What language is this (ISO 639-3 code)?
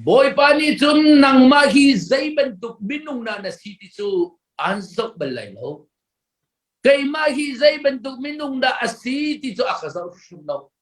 cnh